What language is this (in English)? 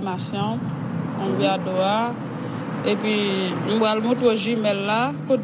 Haitian Creole